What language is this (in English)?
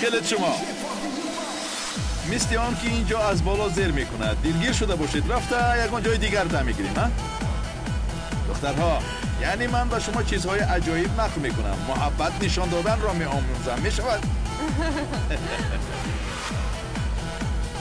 Persian